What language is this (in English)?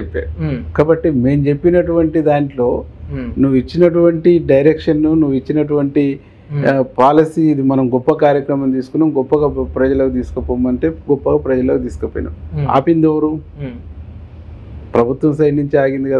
Telugu